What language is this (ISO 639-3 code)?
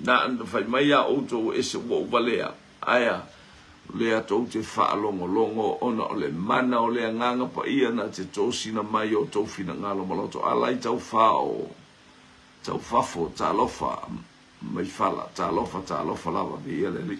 smo